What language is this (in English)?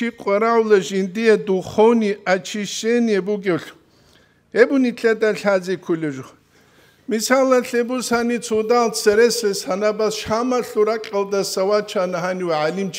Avaric